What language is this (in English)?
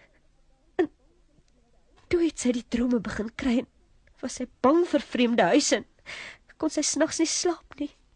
Afrikaans